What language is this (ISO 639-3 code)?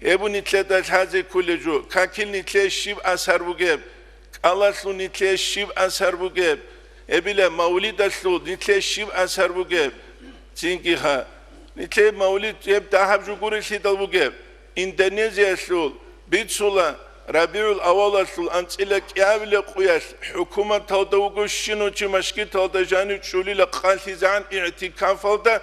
ava